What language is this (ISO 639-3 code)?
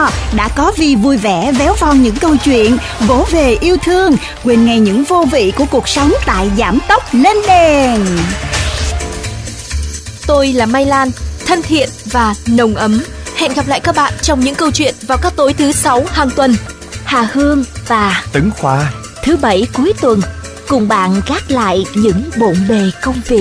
vie